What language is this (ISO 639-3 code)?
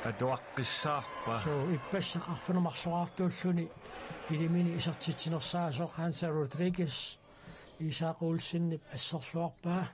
kal